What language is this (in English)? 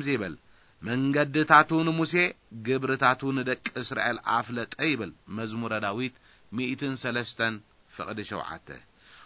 Tigrinya